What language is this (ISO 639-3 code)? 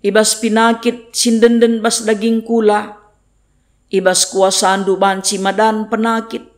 btx